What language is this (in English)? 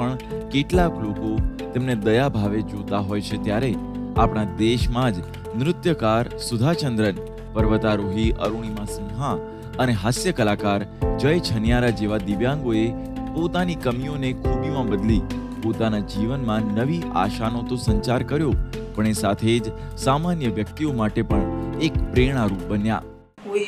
Gujarati